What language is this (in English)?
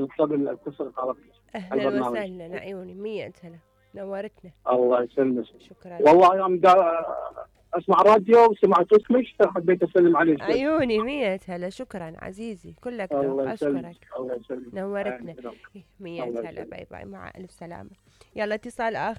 Mesopotamian Arabic